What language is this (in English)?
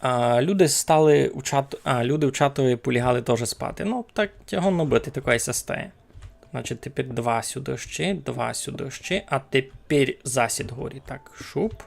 Rusyn